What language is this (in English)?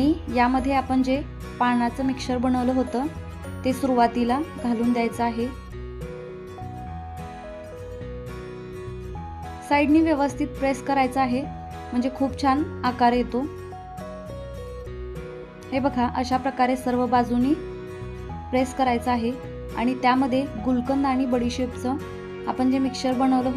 Marathi